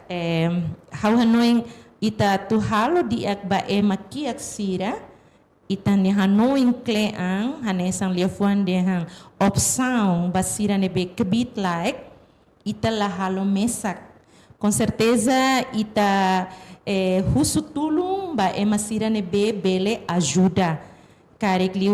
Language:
Tetum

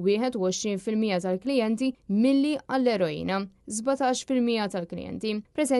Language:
Maltese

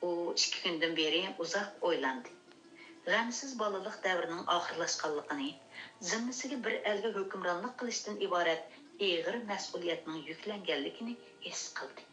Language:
Uyghur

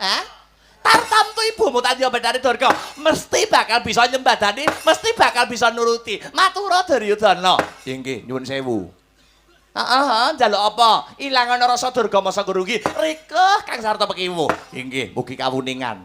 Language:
Javanese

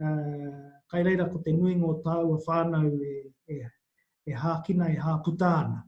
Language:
Māori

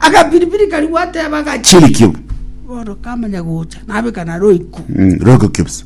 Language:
Gusii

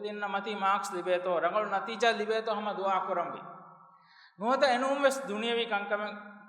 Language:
Divehi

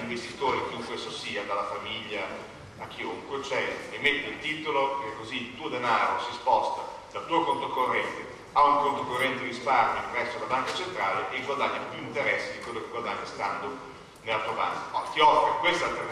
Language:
Italian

